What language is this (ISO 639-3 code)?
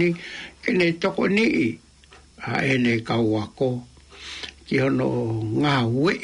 ton